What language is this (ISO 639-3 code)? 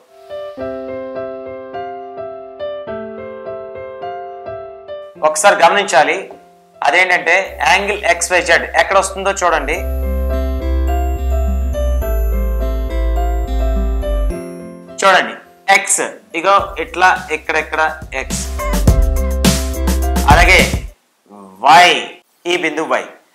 tel